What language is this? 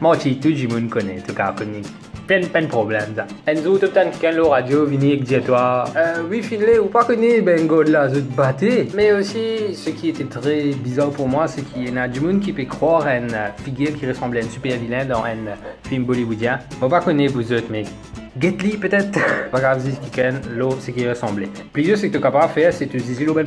Morisyen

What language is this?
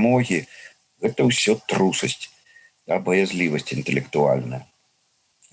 Belarusian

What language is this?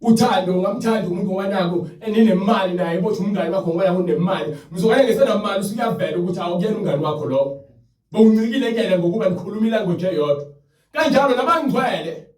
Zulu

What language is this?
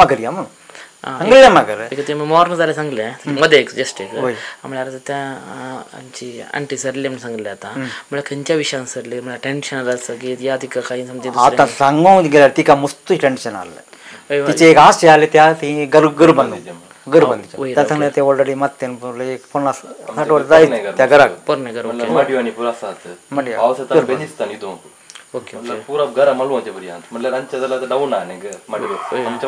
Konkani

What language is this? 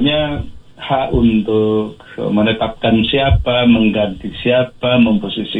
Indonesian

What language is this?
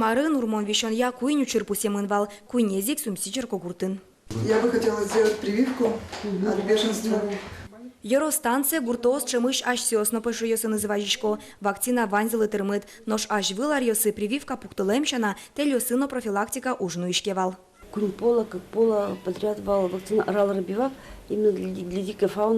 Udmurt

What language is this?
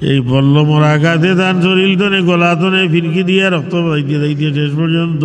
Sylheti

